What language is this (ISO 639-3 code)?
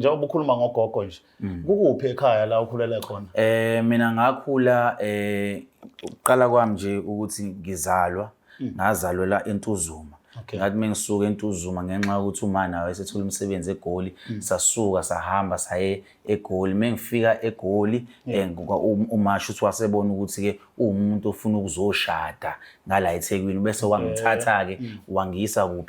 zul